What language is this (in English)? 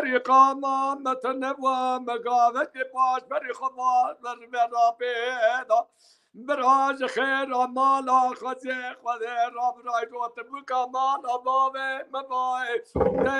Kurdish